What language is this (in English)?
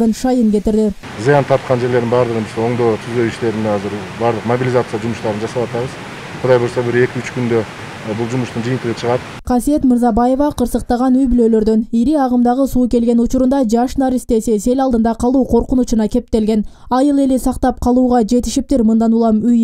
Kyrgyz